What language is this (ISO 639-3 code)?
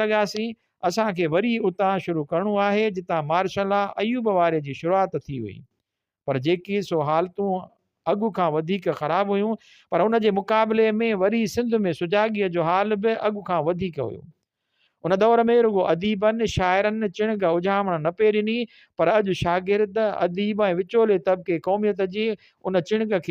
snd